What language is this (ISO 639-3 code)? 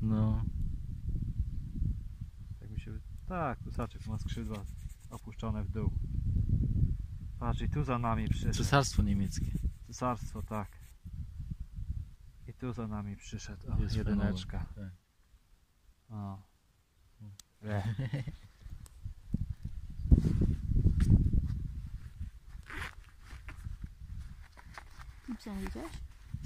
pol